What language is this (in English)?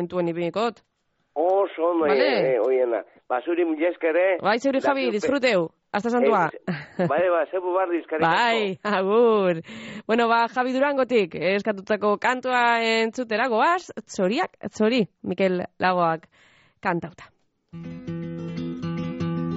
Basque